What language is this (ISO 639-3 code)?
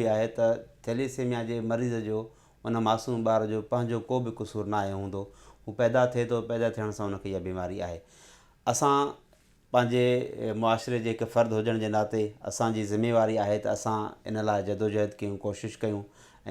snd